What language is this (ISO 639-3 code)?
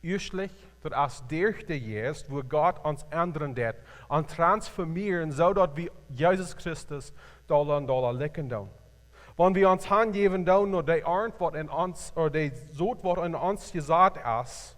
pdt